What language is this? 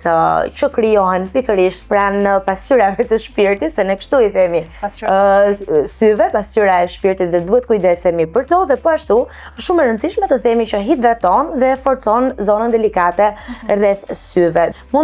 Albanian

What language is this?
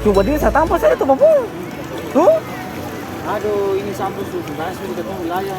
Ambonese Malay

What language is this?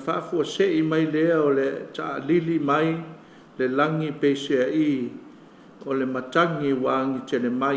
Samoan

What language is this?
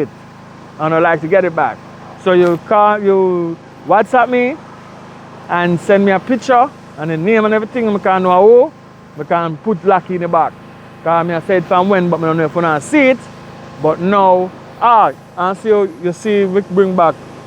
Jamaican Creole English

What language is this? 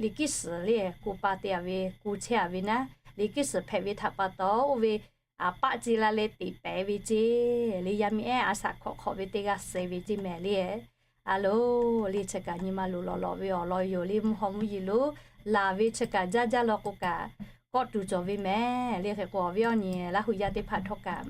Lahu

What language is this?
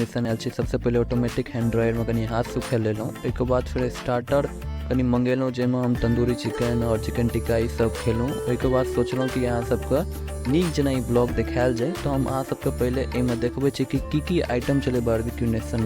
Maithili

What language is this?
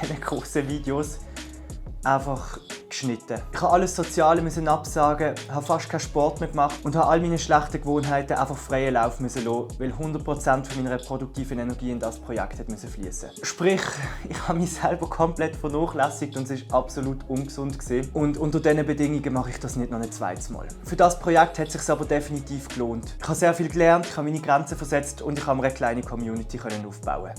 Swiss German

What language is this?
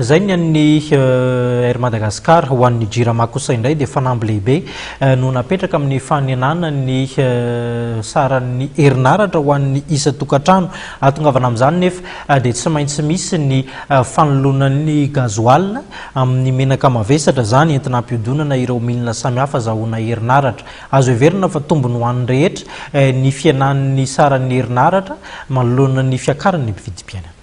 Malagasy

